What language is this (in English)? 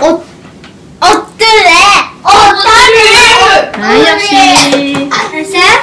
Uyghur